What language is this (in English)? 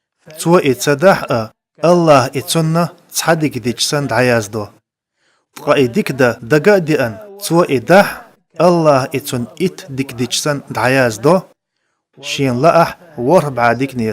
Chechen